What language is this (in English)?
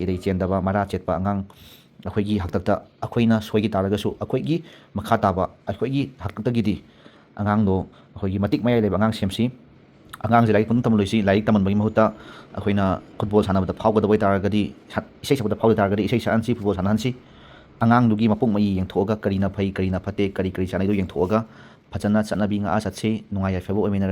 Manipuri